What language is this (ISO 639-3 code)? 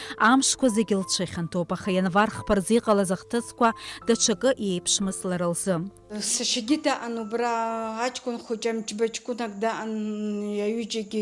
abk